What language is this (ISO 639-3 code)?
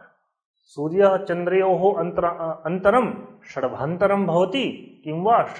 san